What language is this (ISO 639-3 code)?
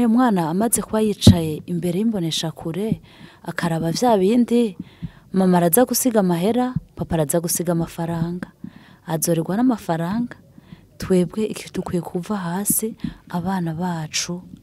run